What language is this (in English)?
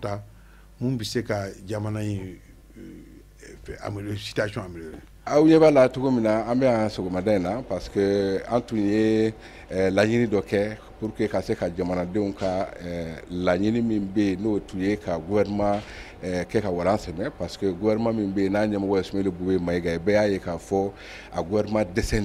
Bambara